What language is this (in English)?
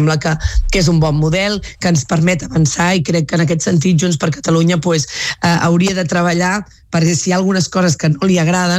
Catalan